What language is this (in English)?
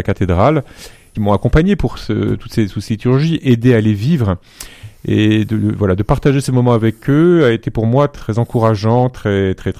French